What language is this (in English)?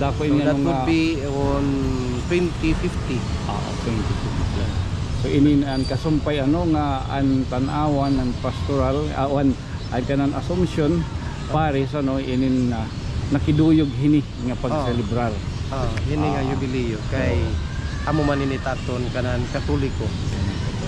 Waray